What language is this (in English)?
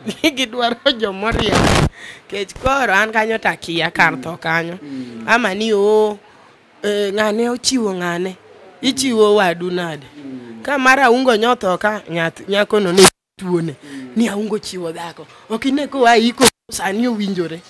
Luo (Kenya and Tanzania)